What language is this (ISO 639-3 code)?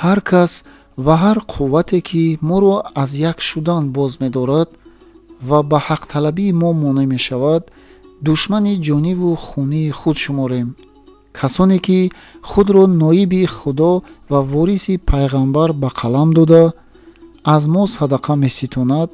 tgk